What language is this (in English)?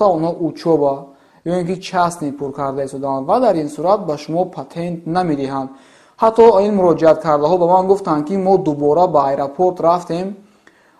Tajik